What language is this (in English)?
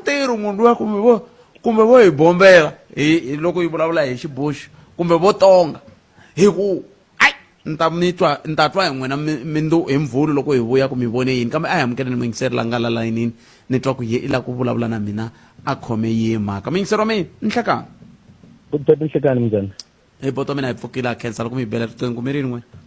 Tsonga